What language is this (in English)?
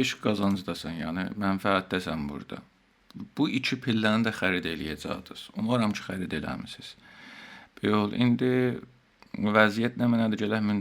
South Azerbaijani